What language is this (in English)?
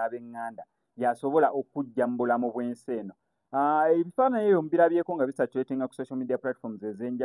Ganda